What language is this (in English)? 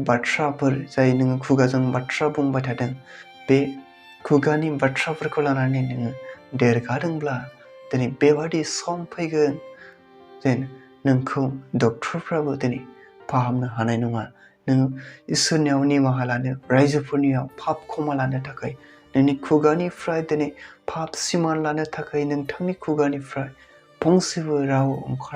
Bodo